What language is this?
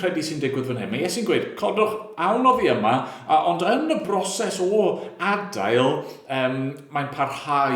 Welsh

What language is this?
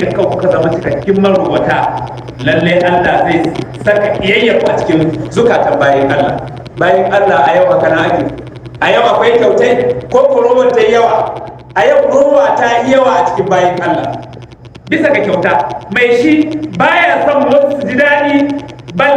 Hausa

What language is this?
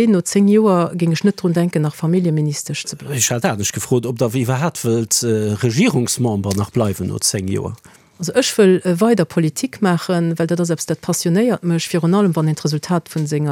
Luxembourgish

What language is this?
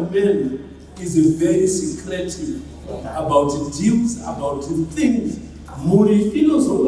Shona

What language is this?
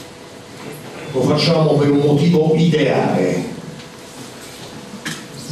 Italian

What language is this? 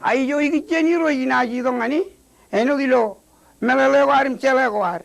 Marshallese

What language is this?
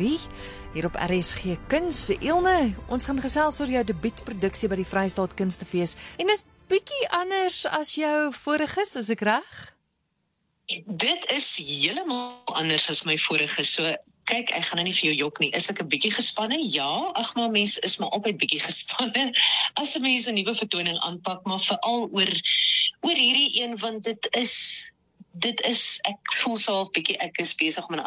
Afrikaans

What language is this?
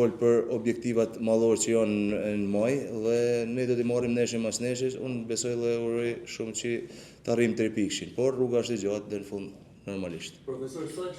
Albanian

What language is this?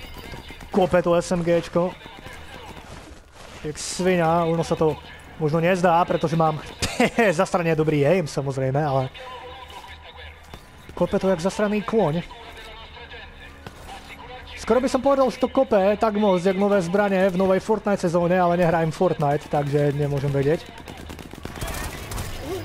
Slovak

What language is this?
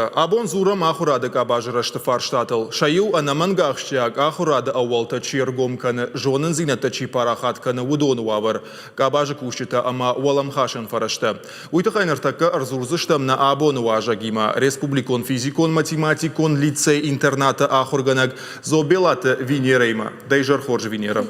Ossetic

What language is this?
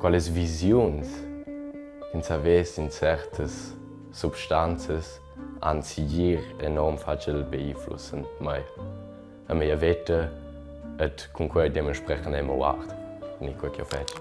Romansh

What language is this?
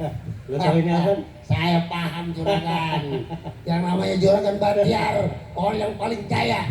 Betawi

